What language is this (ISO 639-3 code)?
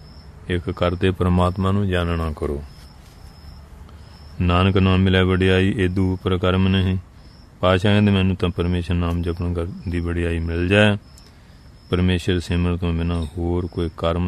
pan